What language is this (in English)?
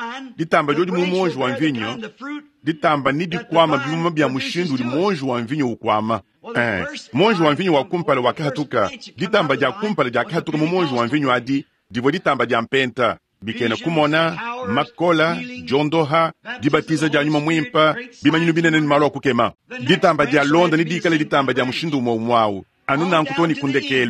Luba-Lulua